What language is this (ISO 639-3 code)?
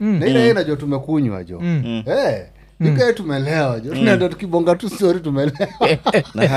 swa